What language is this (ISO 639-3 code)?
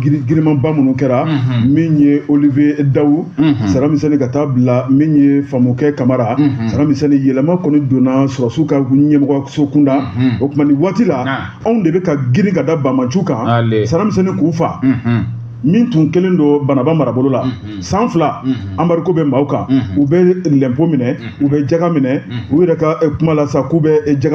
bam